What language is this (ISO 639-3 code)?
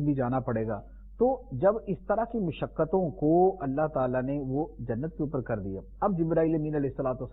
urd